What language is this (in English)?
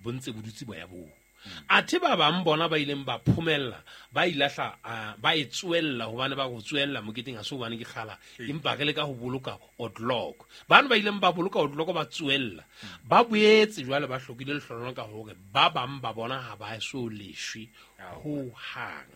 Southern Sotho